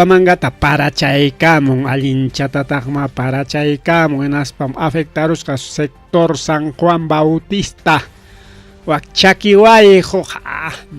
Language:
Ayacucho Quechua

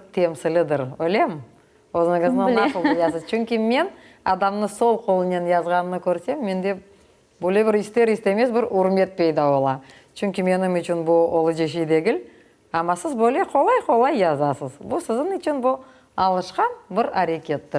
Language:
Crimean Tatar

